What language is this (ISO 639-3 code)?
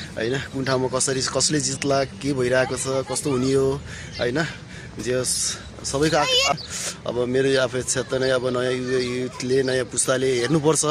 nep